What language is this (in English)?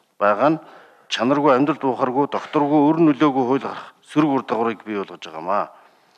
Mongolian